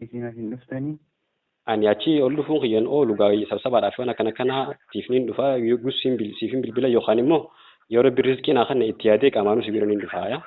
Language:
Oromo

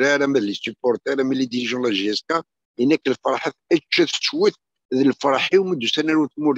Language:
Kabyle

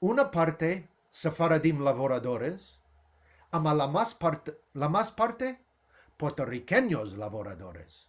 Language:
Ladino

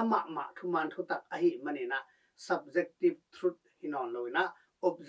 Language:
Tedim Chin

